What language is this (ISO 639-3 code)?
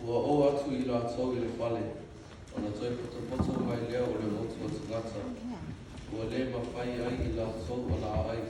smo